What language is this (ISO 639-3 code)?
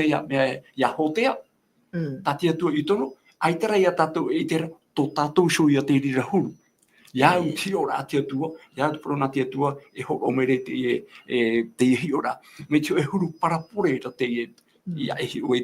tah